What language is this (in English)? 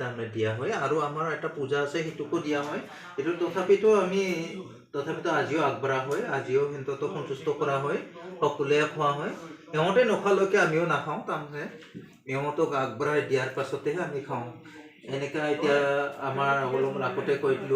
Assamese